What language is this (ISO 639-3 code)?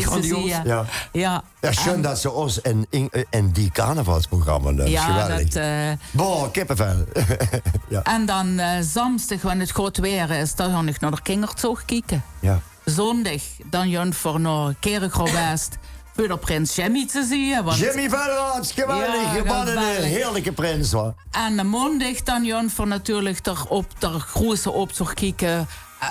lim